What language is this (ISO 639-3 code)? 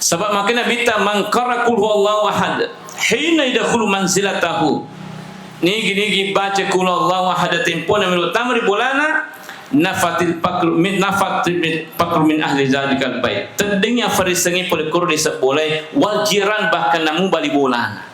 bug